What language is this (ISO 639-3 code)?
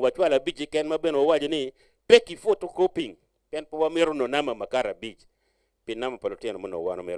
ach